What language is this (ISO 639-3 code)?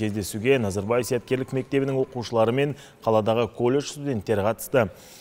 kaz